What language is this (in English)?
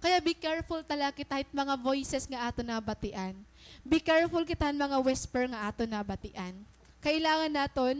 Waray